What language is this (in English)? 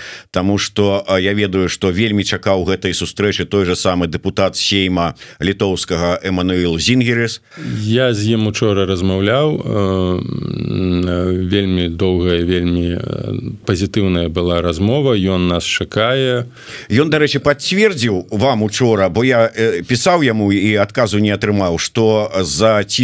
Belarusian